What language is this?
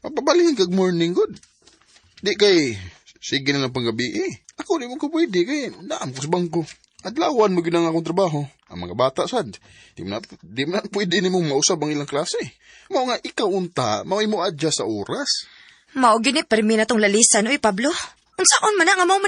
Cebuano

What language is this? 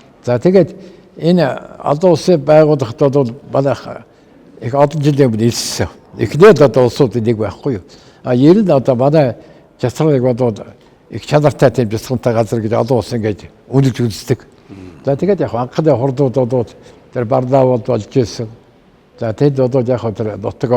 Mongolian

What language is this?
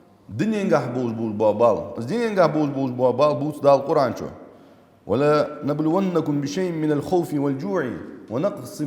Ingush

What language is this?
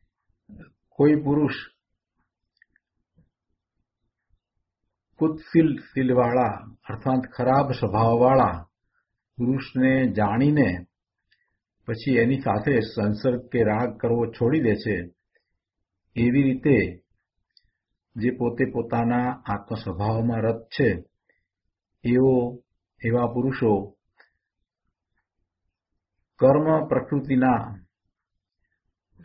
Gujarati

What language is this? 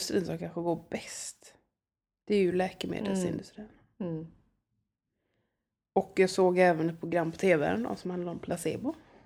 Swedish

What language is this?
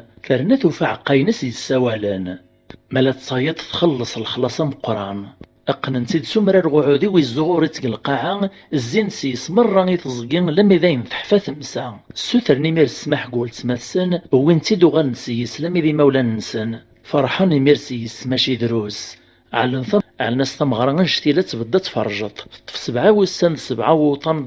Kabyle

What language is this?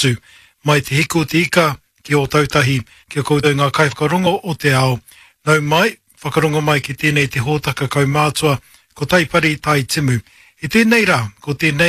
Māori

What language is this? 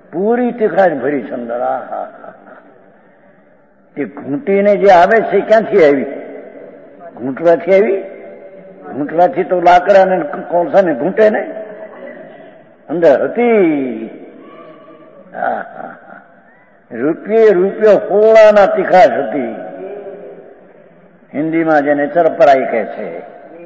Gujarati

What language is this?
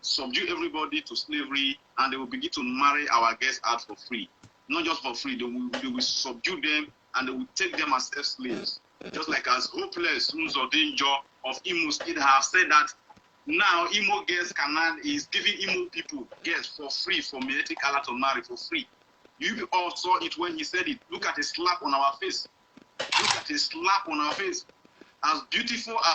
Nigerian Pidgin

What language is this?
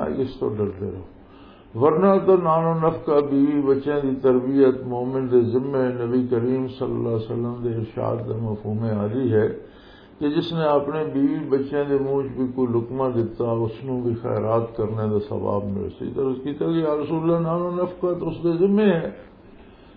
Western Panjabi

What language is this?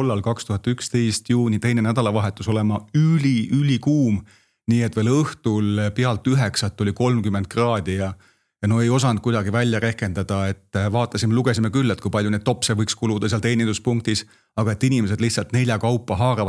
Estonian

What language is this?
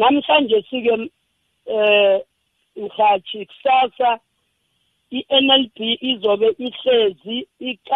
South Ndebele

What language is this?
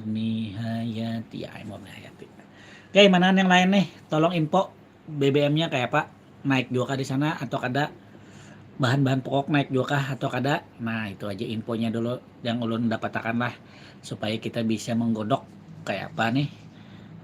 Banjar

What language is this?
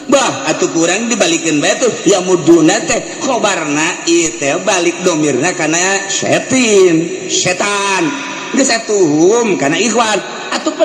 Sundanese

